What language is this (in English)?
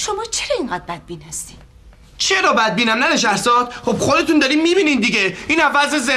Persian